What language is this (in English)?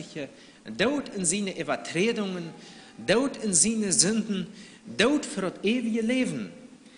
Plautdietsch